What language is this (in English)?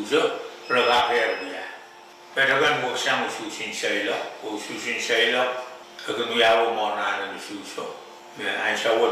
Pohnpeian